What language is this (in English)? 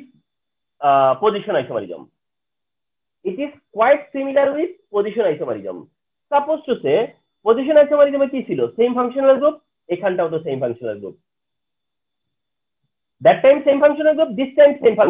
Bangla